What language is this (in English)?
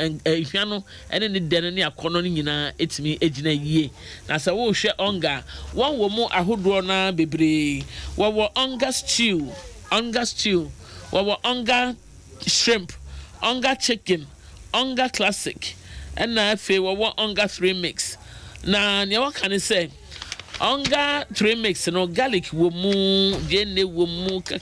Akan